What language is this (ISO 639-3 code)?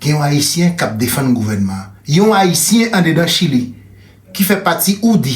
hat